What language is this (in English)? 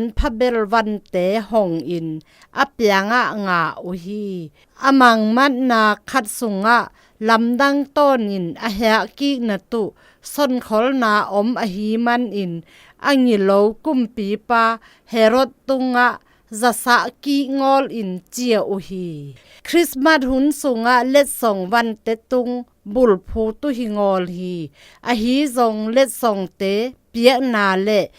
Zou